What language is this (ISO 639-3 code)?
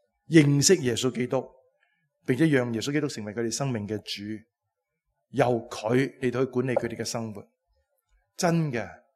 yue